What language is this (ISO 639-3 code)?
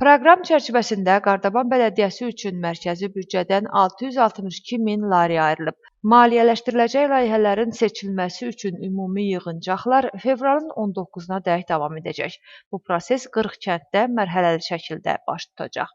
aze